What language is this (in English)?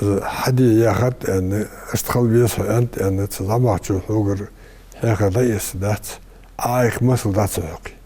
Ingush